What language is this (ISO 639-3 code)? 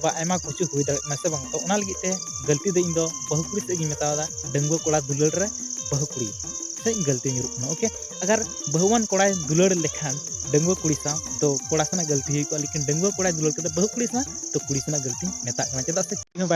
sat